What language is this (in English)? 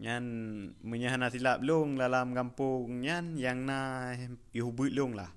Achinese